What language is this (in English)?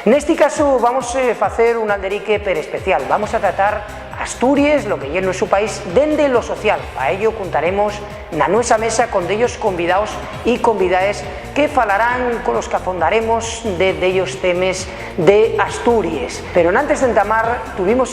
Asturian